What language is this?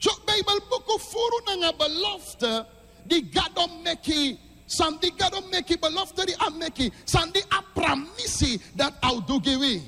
Sranan Tongo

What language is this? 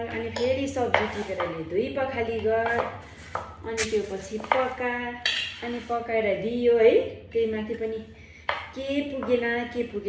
Nepali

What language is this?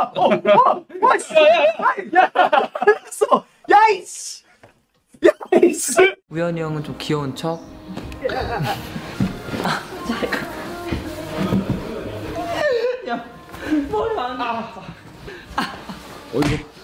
Korean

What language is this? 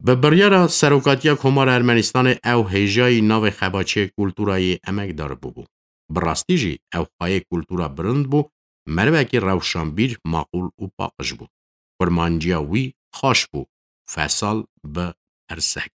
Kurdish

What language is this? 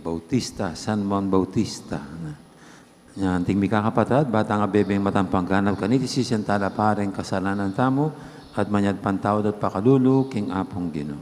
Pampanga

